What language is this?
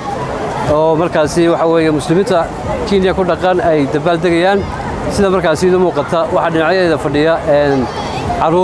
Somali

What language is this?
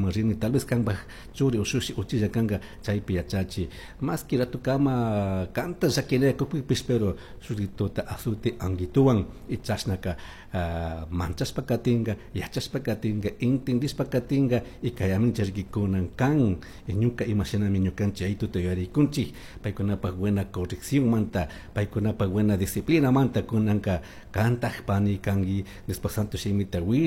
Chimborazo Highland Quichua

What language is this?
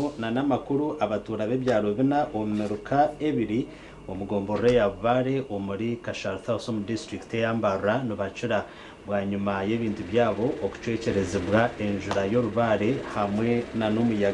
Nyankole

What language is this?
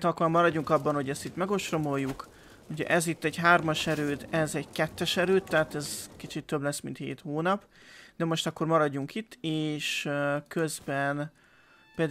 Hungarian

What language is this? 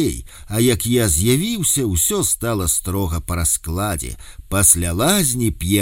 Belarusian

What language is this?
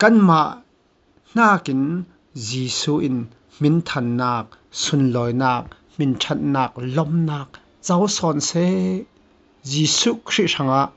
Falam Chin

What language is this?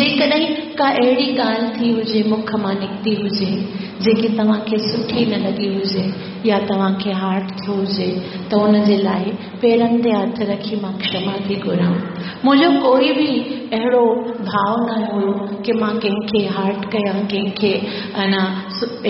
Sindhi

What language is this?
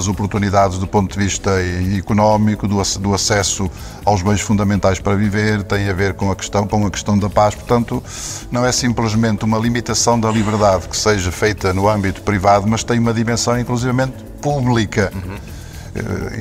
Portuguese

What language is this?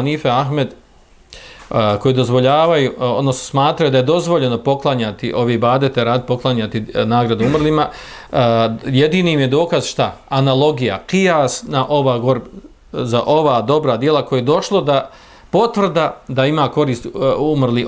Bosnian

